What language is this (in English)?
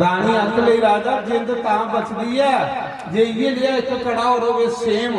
Dogri